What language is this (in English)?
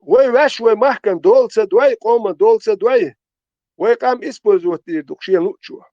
Chechen